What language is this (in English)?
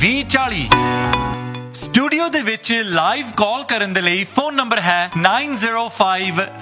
Punjabi